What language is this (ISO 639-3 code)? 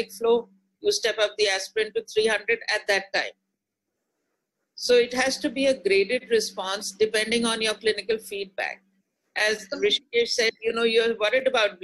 eng